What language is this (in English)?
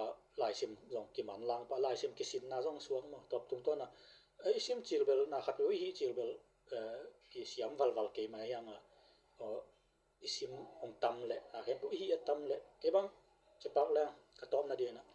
Tedim Chin